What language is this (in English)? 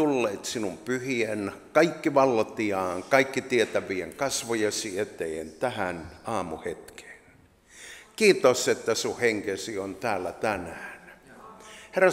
Finnish